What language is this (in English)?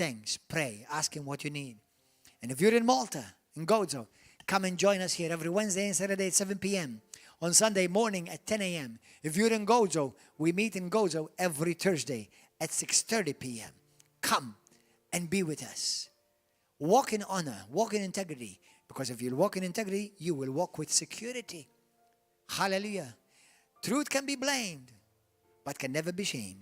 English